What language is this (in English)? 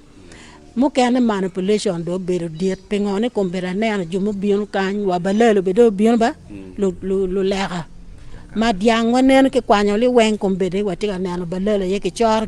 Acoli